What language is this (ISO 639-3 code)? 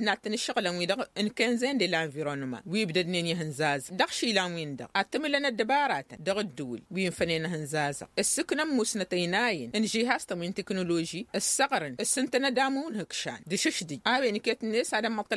taq